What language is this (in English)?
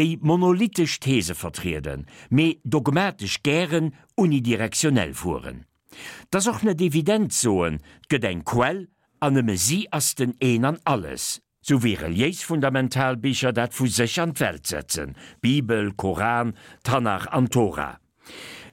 Luxembourgish